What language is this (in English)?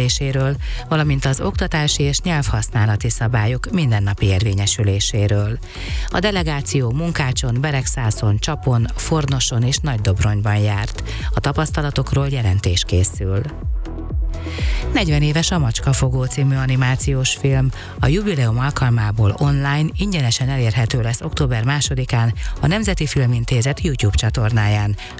Hungarian